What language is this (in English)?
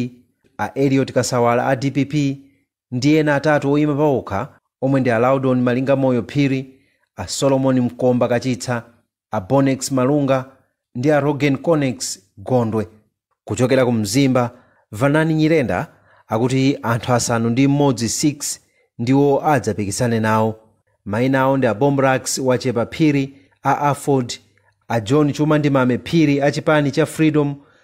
Nyanja